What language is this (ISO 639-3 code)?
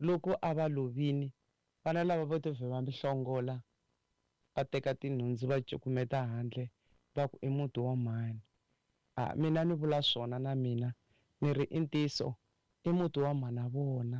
tso